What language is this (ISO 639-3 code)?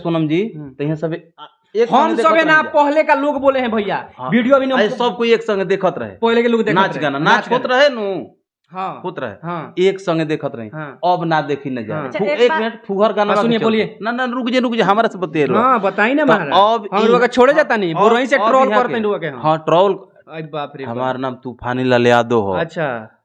bho